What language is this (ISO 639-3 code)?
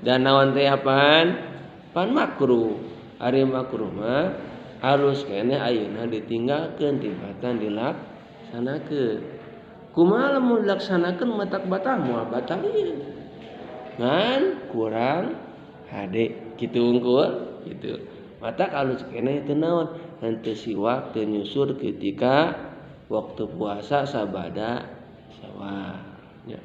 sun